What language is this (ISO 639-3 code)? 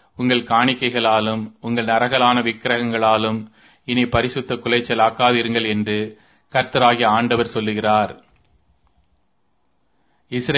tam